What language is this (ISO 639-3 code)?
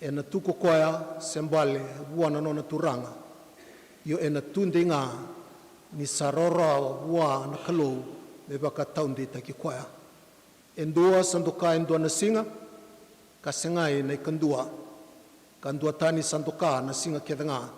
fij